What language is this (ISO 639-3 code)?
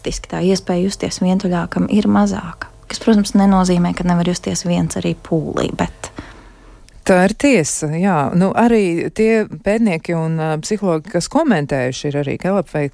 lav